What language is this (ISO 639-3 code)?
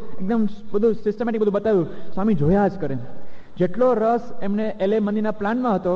guj